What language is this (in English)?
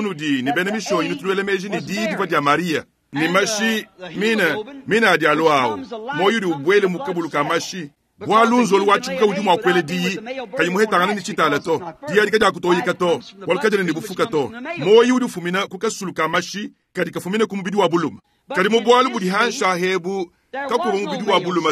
Luba-Lulua